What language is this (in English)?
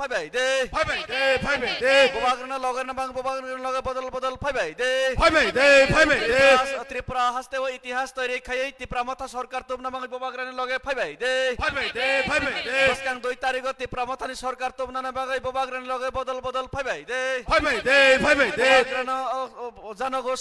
Kok Borok